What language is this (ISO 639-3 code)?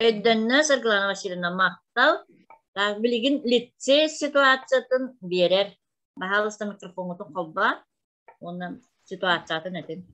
sah